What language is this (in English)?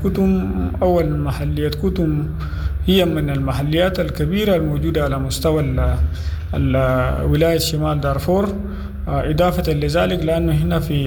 Sudanese Arabic